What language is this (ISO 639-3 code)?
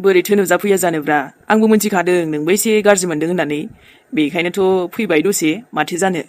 brx